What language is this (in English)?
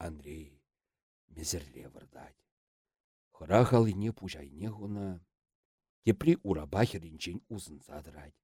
Chuvash